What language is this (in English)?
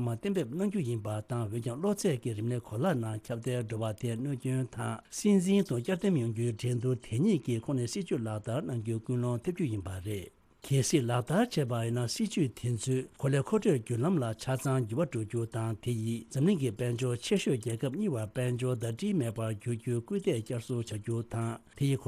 Tibetan